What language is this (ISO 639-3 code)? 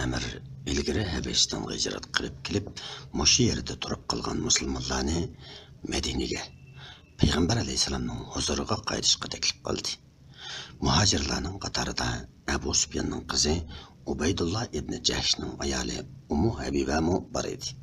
uig